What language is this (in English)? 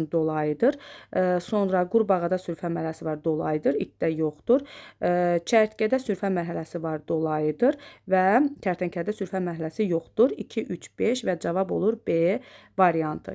Azerbaijani